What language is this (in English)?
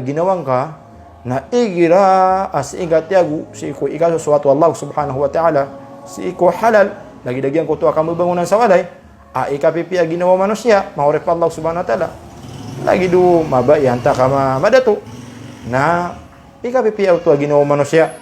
Maranao